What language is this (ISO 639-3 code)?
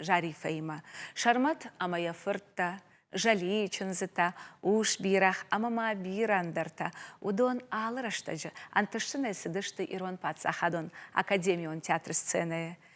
oss